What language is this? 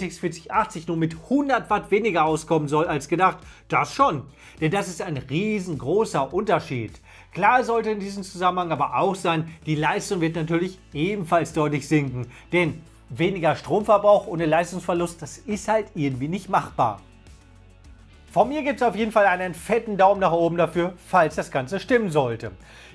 German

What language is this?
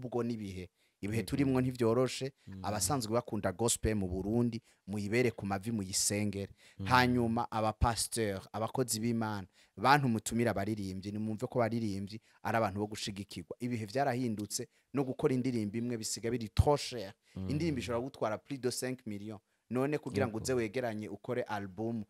Rundi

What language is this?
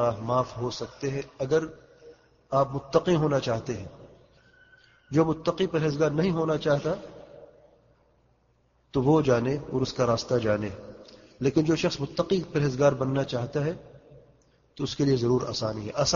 Urdu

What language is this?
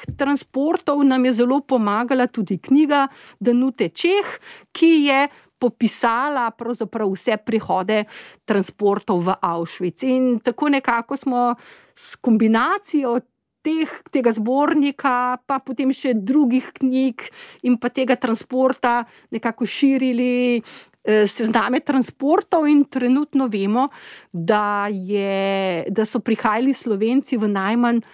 Slovenian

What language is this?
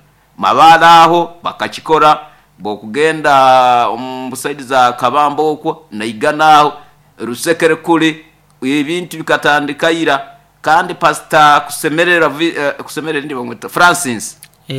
Nyoro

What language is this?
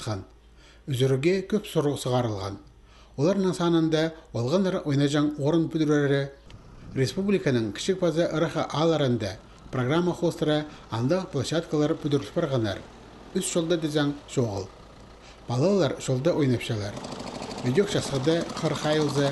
Khakas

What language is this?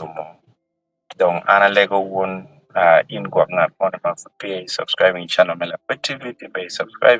Acoli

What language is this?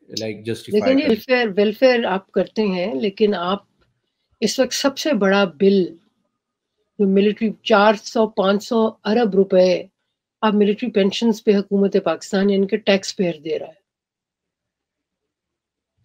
Urdu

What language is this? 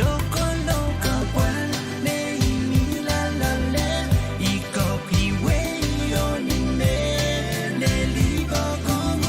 Pohnpeian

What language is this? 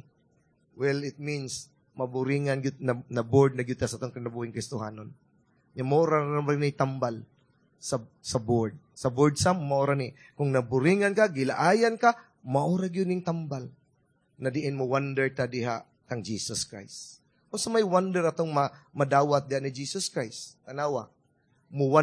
Cebuano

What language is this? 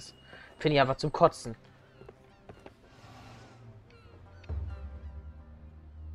German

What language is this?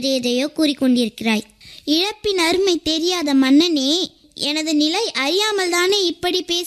Tamil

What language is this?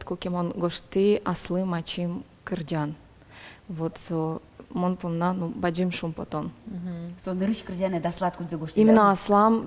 Udmurt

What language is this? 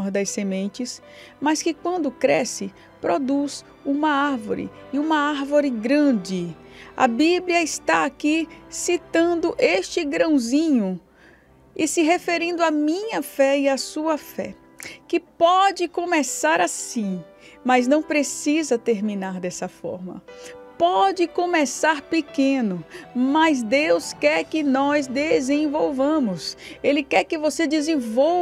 Portuguese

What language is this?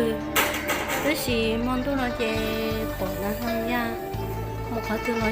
Hmong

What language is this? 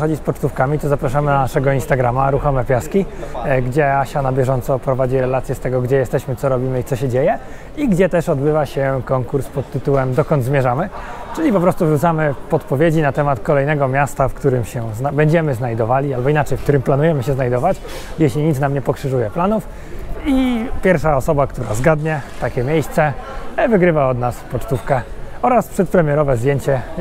Polish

